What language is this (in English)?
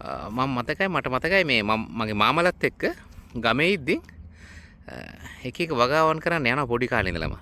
Sinhala